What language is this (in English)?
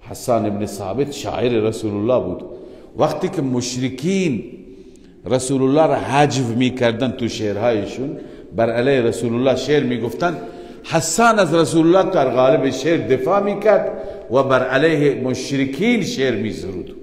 Persian